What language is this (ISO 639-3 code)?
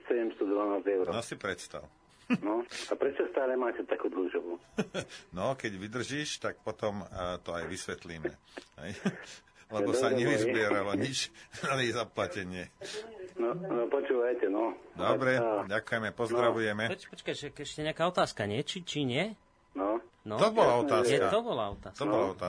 slk